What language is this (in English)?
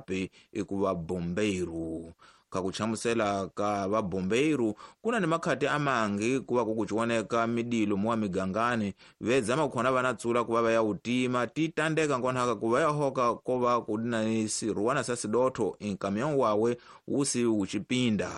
Tsonga